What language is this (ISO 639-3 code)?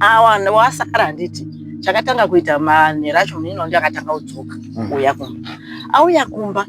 sna